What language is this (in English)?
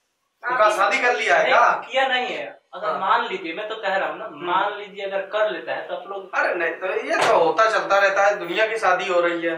Hindi